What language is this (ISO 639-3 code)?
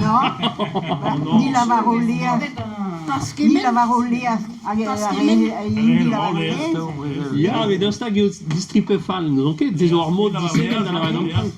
bre